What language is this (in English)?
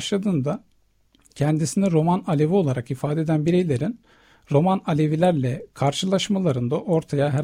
Turkish